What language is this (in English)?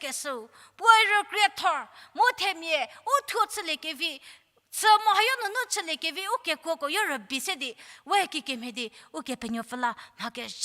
Angami Naga